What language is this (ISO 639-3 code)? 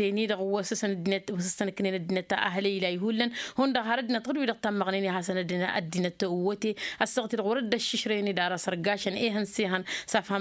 taq